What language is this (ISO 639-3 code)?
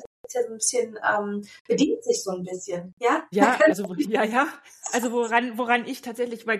deu